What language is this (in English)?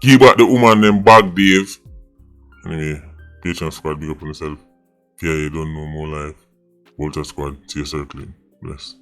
Jamaican Creole English